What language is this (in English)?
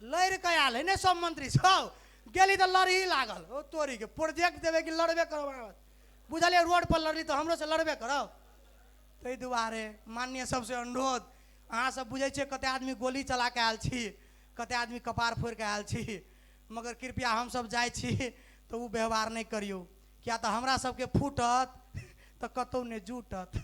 Maithili